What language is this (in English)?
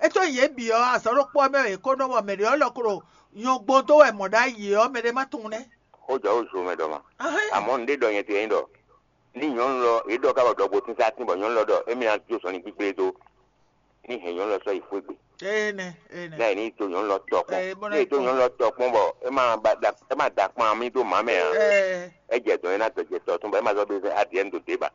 Fon